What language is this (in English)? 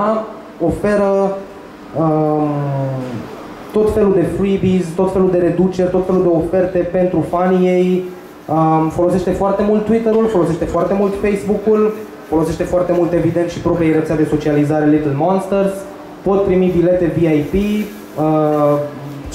Romanian